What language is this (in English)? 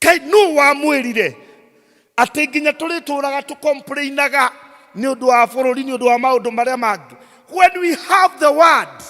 Kikuyu